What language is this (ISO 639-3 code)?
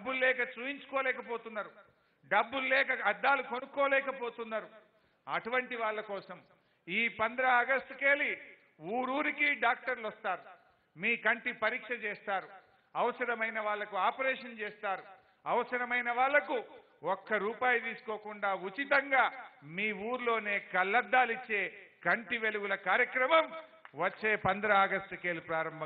tel